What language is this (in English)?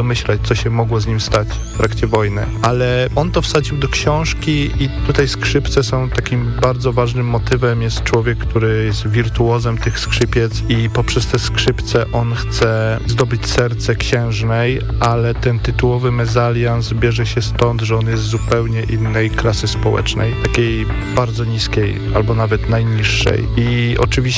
Polish